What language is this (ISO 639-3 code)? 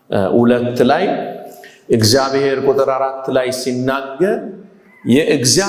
amh